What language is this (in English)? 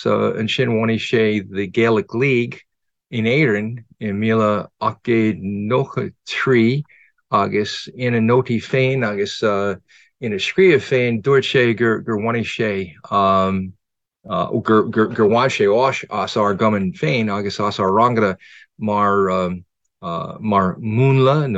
Irish